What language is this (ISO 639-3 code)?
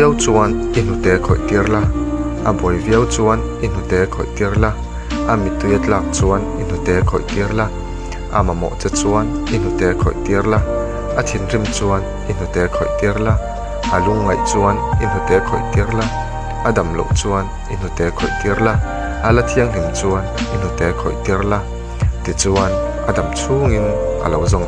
lus